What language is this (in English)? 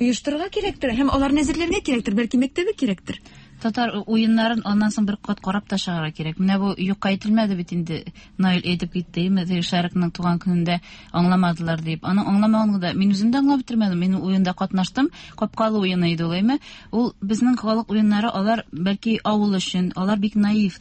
Tatar